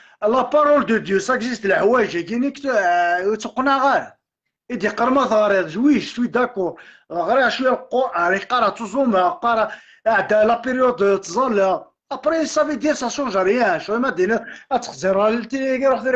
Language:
Kabyle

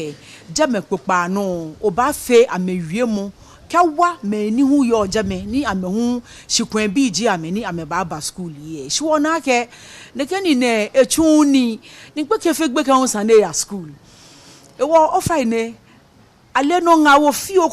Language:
Ga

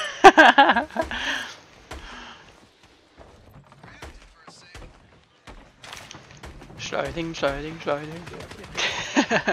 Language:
Norwegian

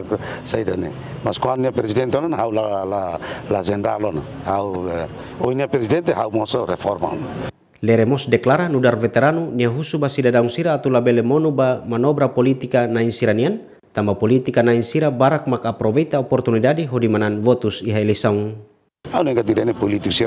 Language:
Tetum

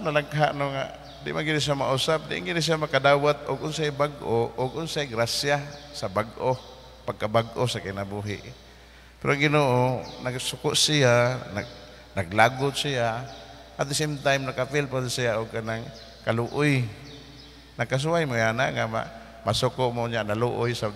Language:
Cebuano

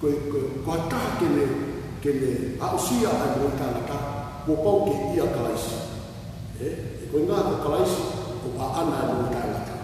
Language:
Tongan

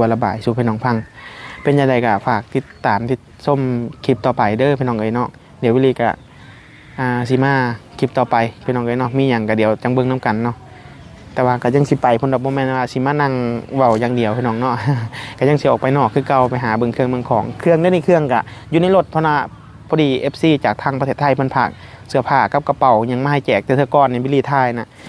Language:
Lao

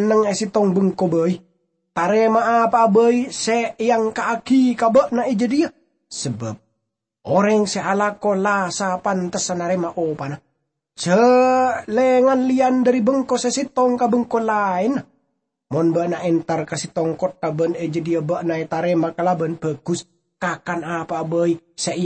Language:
Madurese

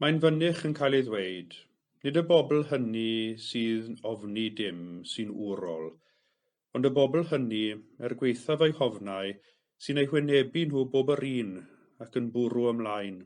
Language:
Welsh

